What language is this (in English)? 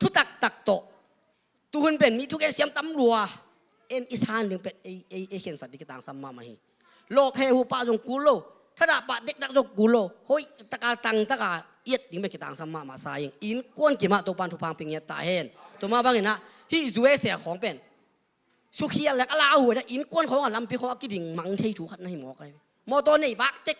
Tedim Chin